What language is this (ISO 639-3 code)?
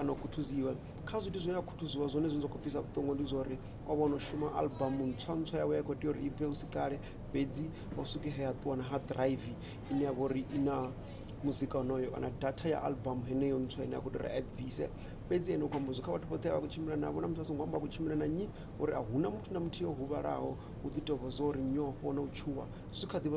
ven